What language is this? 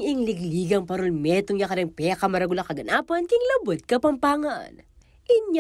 Pampanga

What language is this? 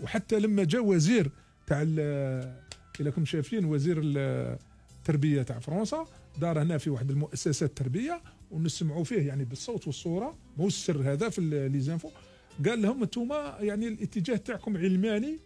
Algerian Arabic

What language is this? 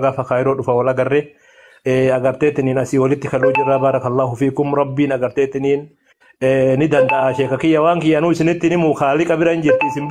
Oromo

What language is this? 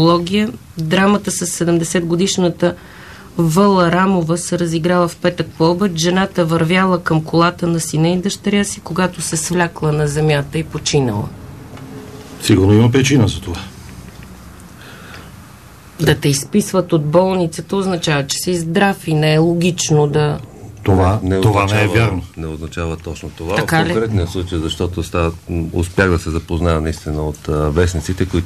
Bulgarian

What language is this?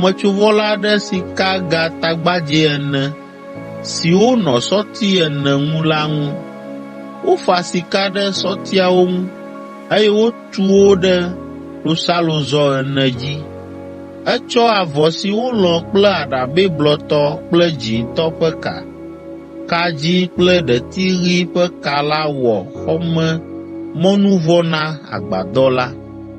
Ewe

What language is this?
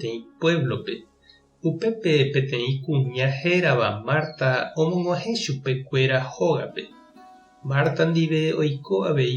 Guarani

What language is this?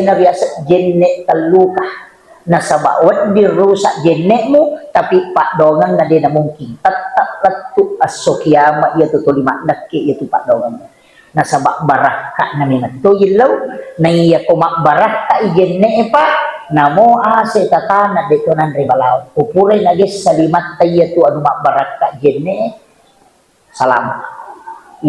Buginese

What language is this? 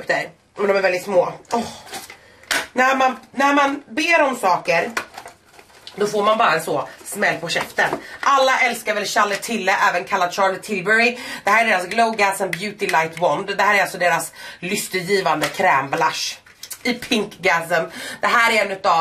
Swedish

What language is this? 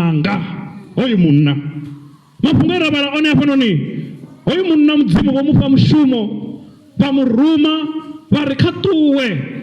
Venda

